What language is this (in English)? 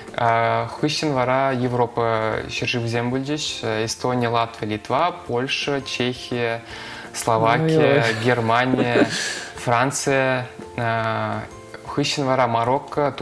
Chuvash